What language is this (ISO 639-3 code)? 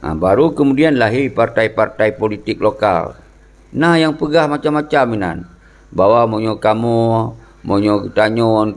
ace